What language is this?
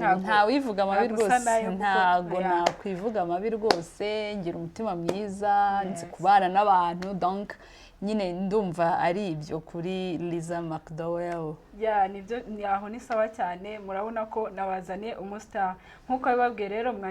Kinyarwanda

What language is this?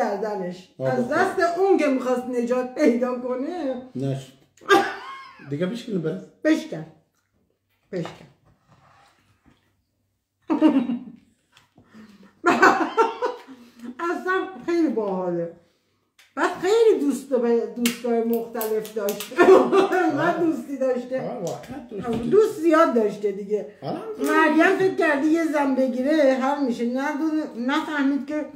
Persian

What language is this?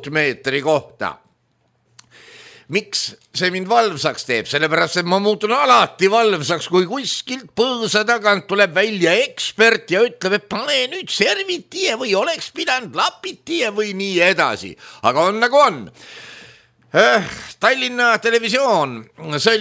Estonian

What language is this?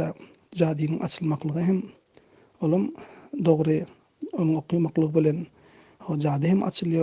Turkmen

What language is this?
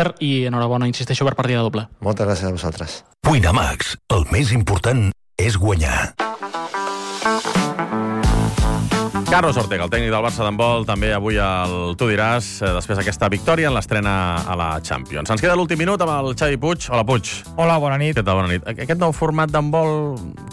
Catalan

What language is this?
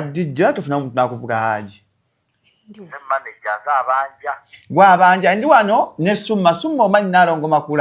Ganda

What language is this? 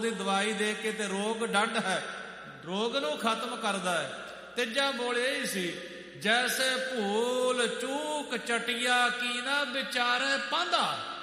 Punjabi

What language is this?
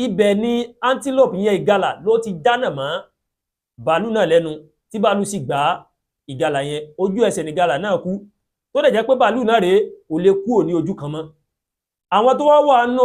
Yoruba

